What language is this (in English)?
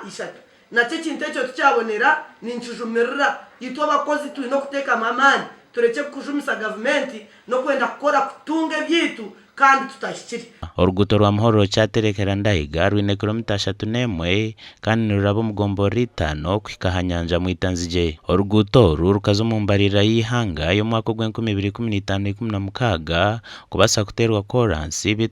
Nyankole